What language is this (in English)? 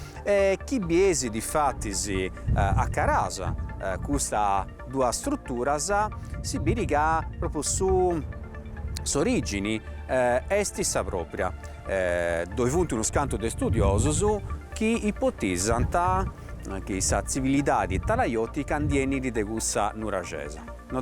Sardinian